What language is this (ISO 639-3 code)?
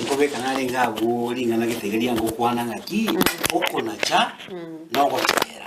guz